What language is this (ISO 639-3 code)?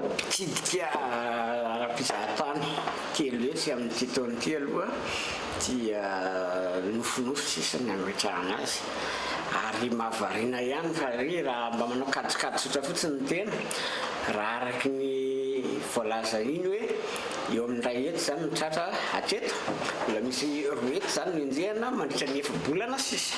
mlg